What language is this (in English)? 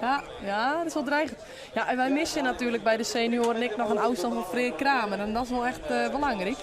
Western Frisian